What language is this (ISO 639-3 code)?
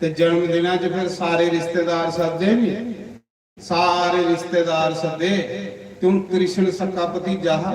doi